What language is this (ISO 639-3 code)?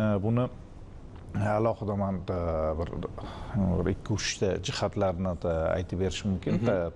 uzb